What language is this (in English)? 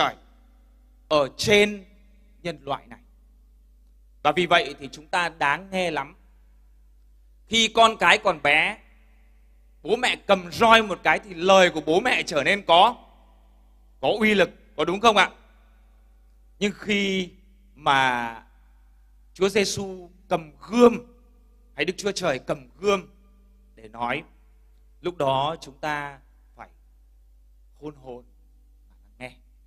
Vietnamese